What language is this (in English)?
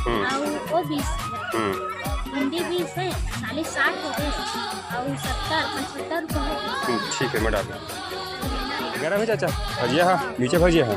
Chhattisgarhi